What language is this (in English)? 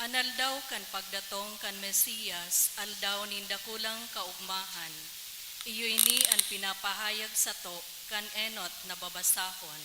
Bikol